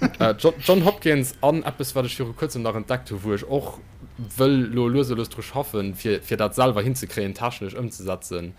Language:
Luxembourgish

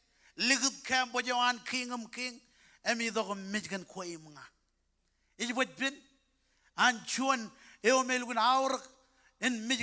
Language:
Marshallese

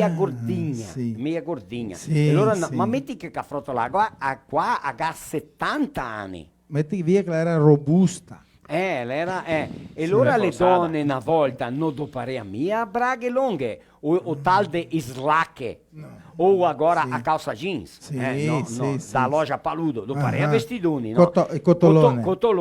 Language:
Venetian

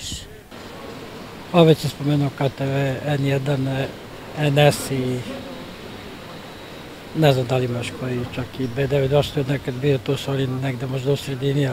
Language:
Serbian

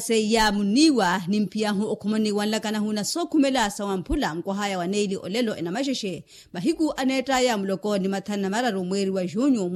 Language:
Makhuwa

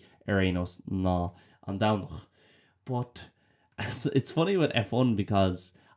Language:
Irish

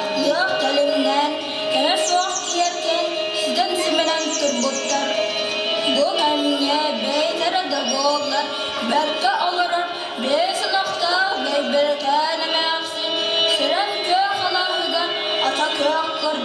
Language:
Yakut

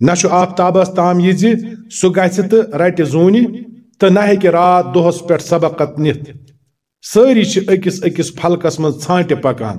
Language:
Kashmiri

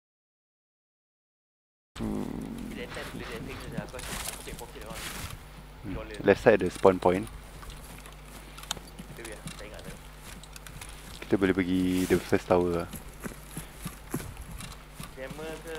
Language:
Malay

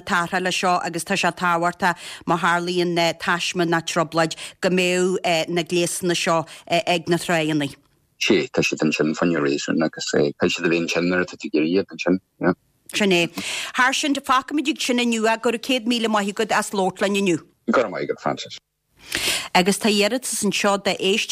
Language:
Irish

